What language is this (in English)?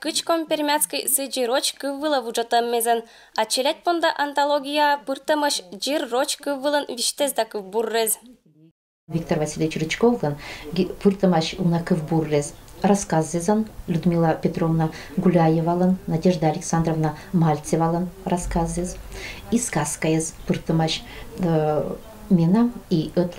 Komi-Permyak